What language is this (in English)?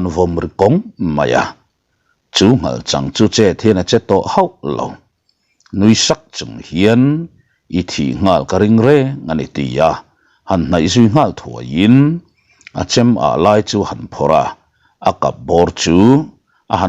Mizo